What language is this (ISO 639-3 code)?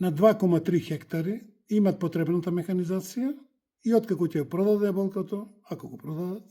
mkd